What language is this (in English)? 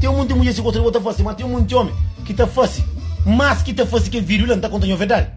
Kabuverdianu